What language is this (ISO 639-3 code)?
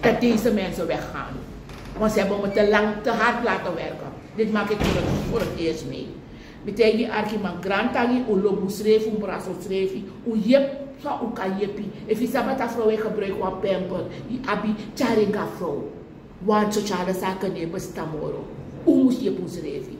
srn